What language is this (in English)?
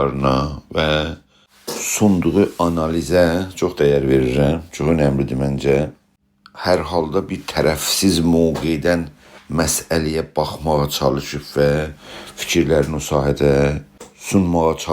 South Azerbaijani